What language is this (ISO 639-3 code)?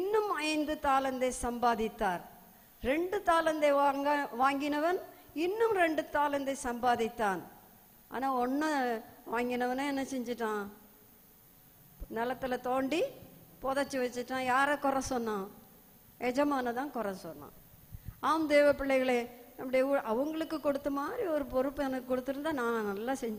tam